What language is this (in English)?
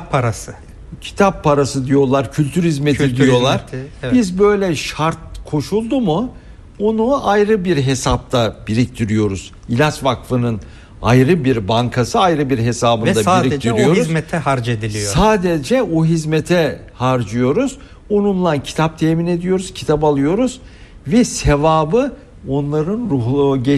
Turkish